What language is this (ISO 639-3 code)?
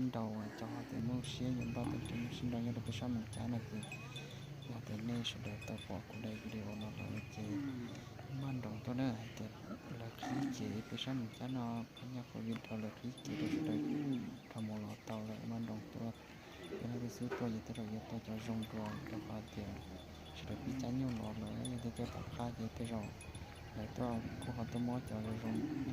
hmn